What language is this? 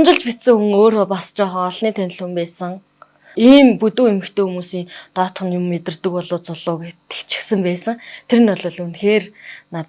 Mongolian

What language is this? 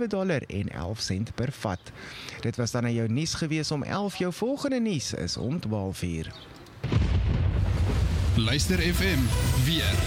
Afrikaans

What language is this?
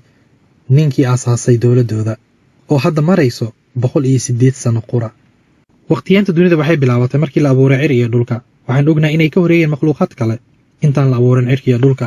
Somali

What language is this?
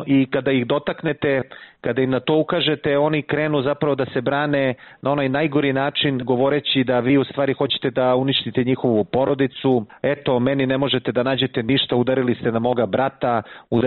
Serbian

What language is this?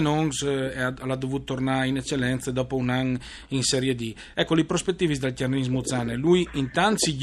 Friulian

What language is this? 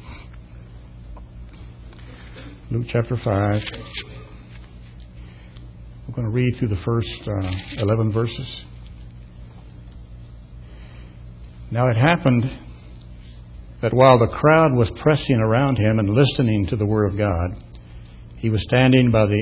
English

